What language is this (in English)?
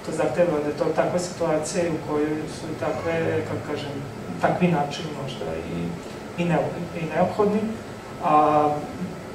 Serbian